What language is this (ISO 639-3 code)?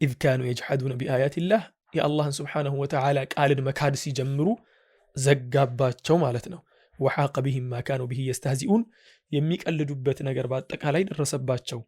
amh